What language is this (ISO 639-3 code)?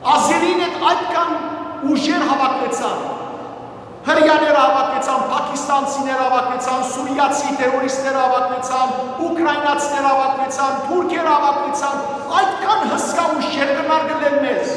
hyw